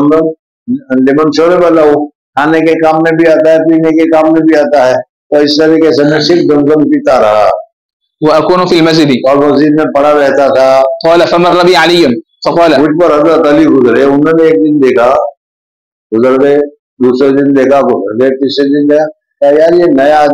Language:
Urdu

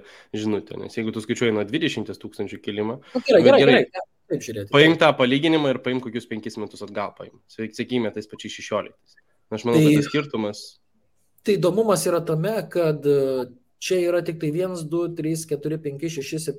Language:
Lithuanian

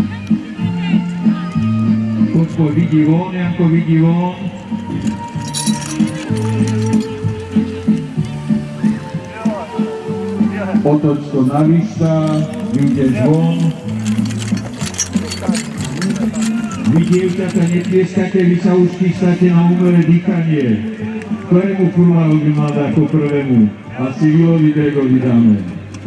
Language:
Slovak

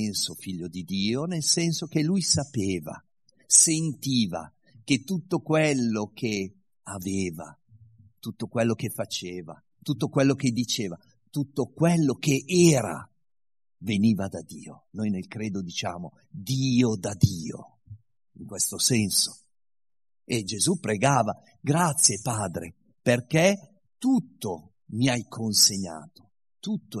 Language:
Italian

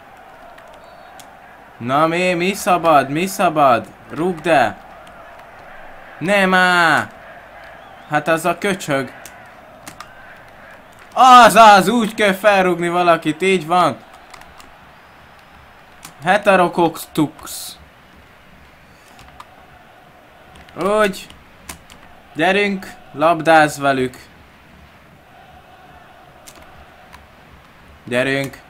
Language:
Hungarian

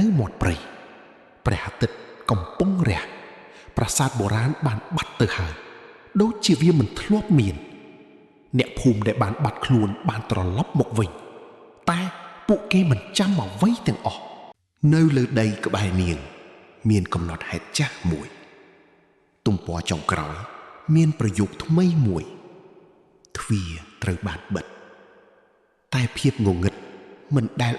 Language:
Khmer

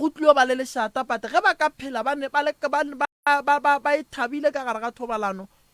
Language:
Northern Sotho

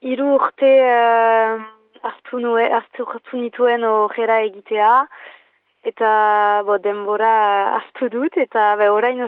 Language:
Basque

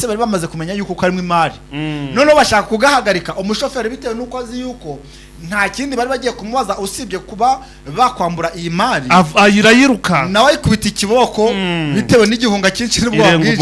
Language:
Kinyarwanda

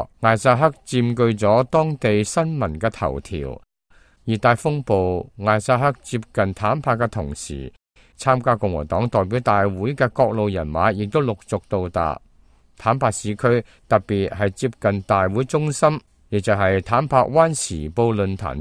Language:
Cantonese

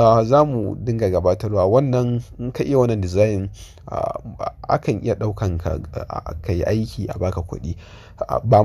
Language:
Hausa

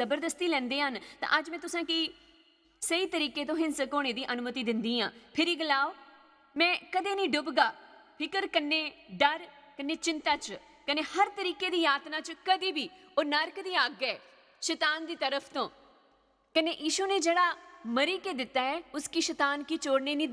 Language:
Dogri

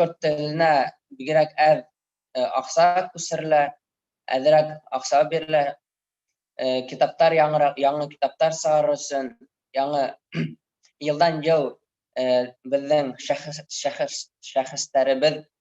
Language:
Bashkir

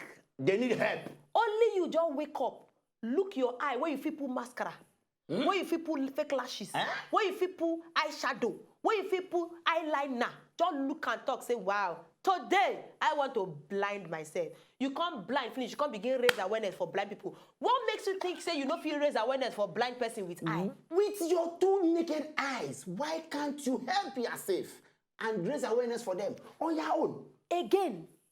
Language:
Nigerian Pidgin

